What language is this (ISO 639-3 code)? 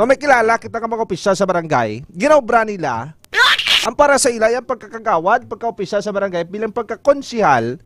hil